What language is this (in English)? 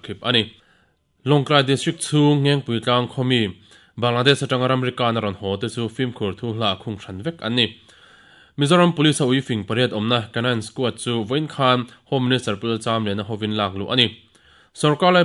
Mizo